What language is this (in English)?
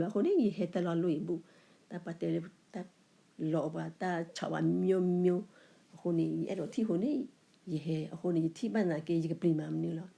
S'gaw Karen